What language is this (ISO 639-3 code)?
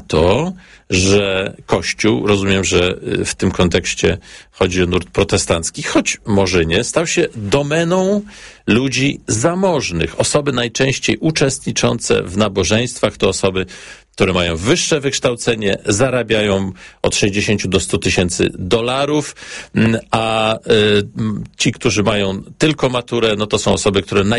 pol